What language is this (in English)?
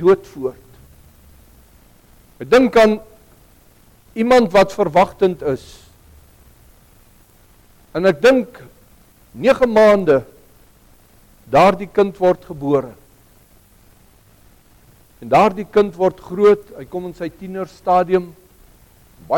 Afrikaans